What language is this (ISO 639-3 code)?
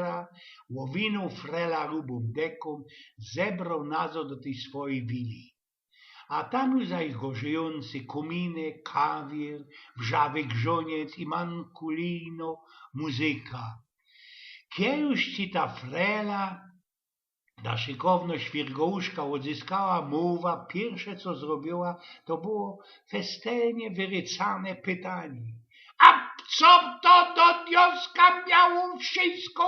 szl